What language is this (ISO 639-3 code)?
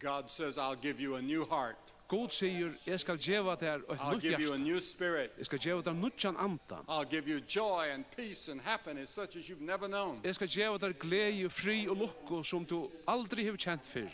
fao